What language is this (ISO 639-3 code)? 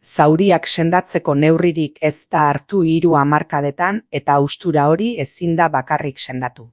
eus